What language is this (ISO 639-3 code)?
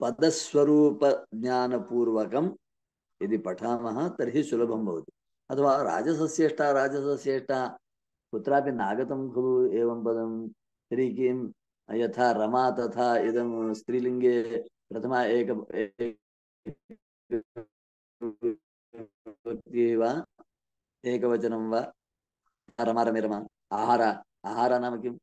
san